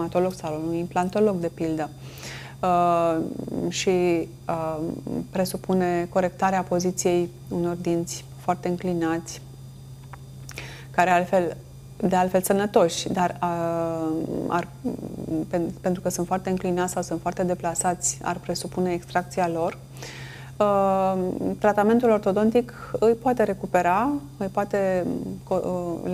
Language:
Romanian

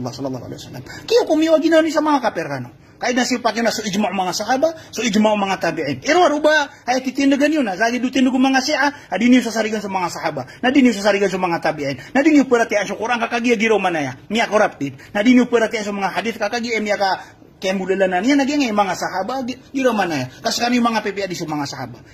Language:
Maranao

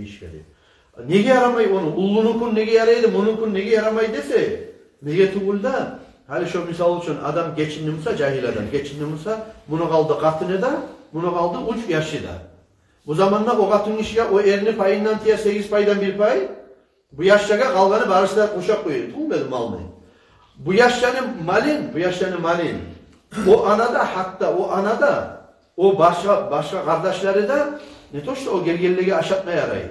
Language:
Kumyk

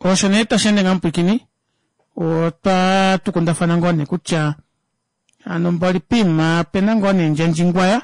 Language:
Kuanyama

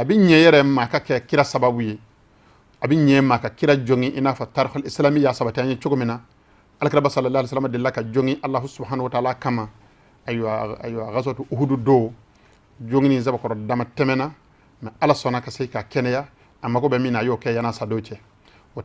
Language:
Bambara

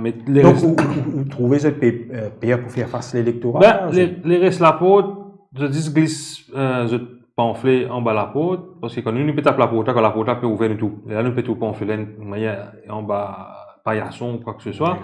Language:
Morisyen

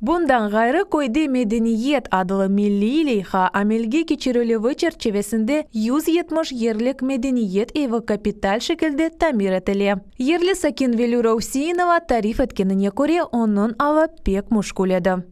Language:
Crimean Tatar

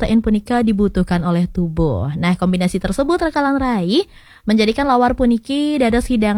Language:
Balinese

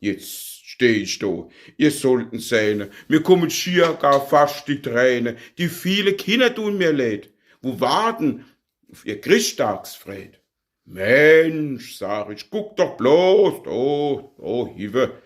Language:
Palatine German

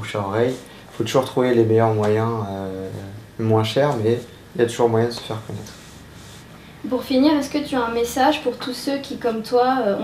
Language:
French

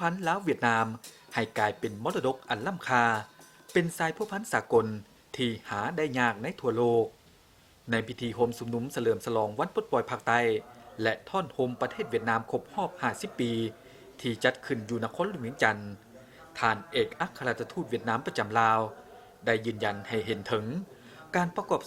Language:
Lao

